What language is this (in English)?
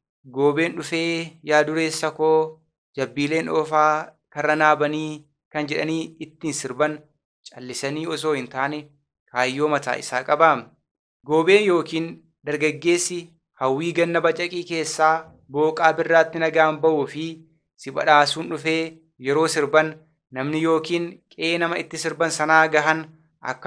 Oromo